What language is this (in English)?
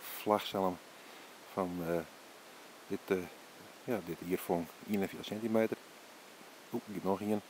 Western Frisian